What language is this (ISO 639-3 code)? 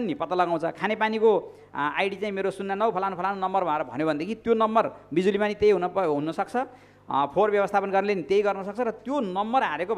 nep